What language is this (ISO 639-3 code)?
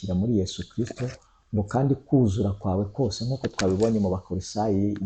kin